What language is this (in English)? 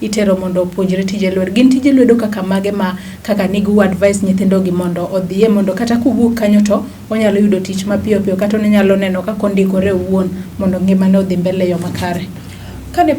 Luo (Kenya and Tanzania)